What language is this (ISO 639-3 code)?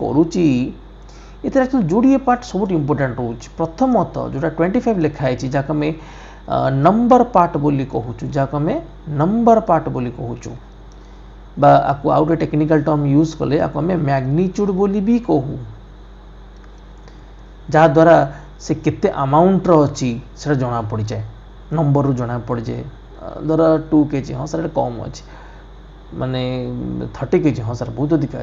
ori